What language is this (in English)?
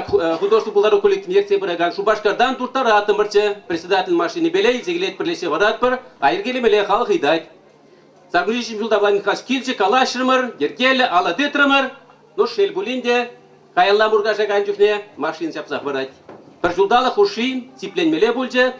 Chuvash